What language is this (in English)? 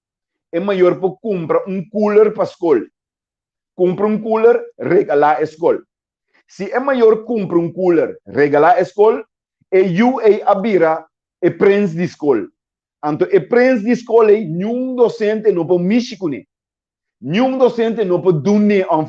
Papiamento